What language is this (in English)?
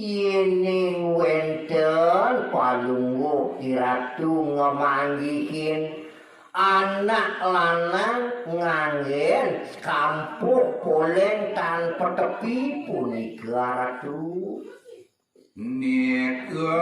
Balinese